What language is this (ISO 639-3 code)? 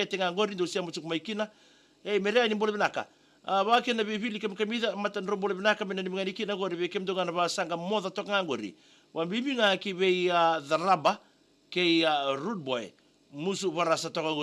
fij